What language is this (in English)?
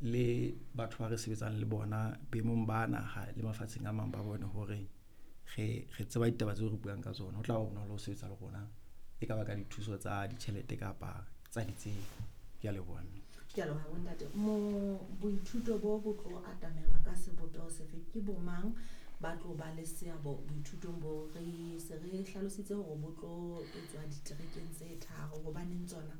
Southern Sotho